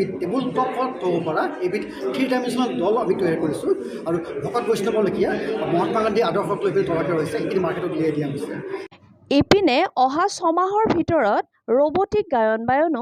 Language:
Assamese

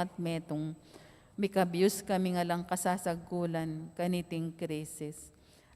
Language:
Pampanga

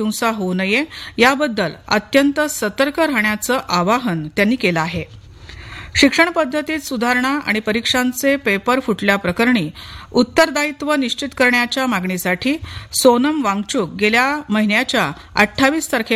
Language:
Marathi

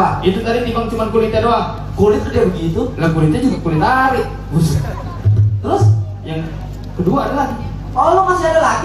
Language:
Betawi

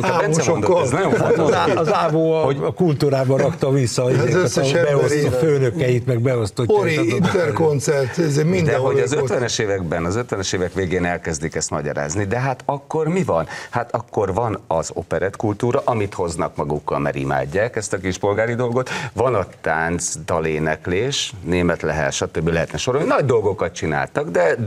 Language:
Hungarian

